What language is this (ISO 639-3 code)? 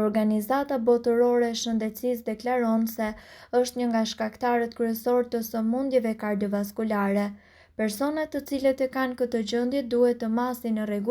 sqi